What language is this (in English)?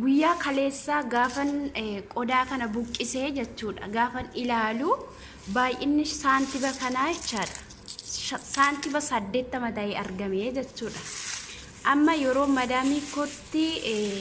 Oromo